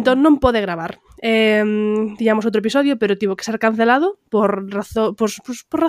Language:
Galician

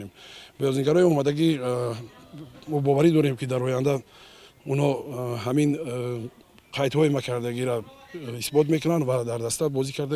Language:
Tajik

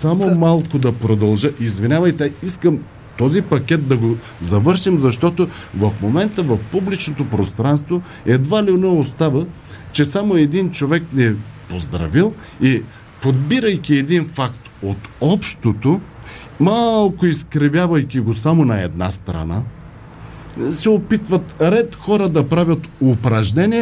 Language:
Bulgarian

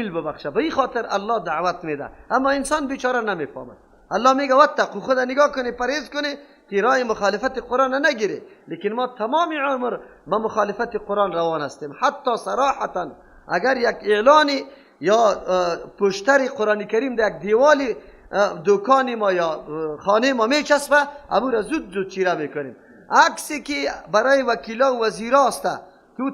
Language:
Persian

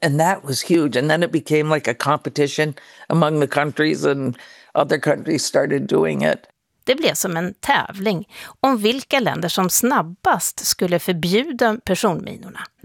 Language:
Swedish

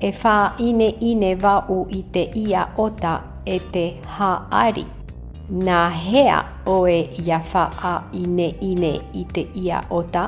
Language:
Tahitian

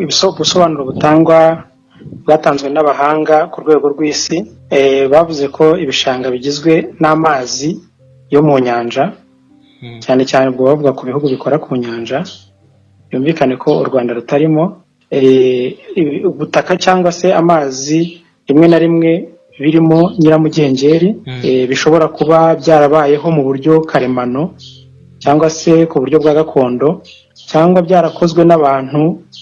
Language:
Kinyarwanda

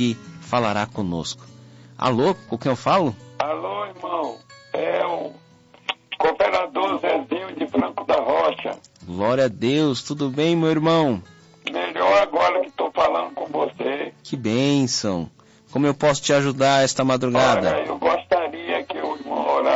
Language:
Portuguese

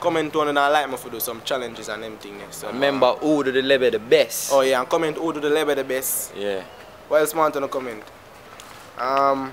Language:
Jamaican Creole English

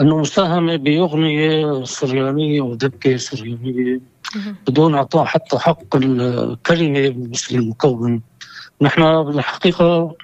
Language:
North Levantine Arabic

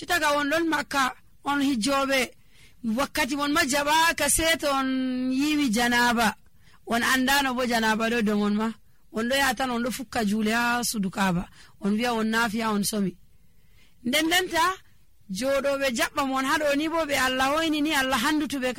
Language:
Nigerian Fulfulde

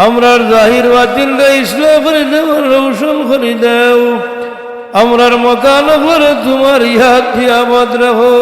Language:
Sylheti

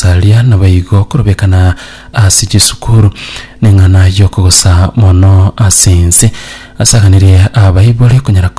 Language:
Gusii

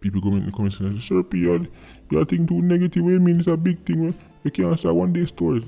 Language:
Jamaican Creole English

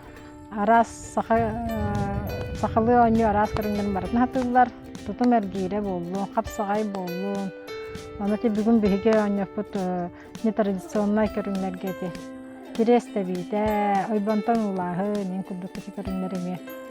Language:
Yakut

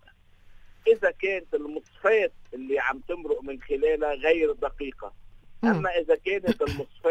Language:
North Levantine Arabic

